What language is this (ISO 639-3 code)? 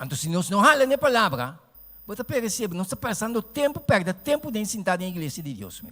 pap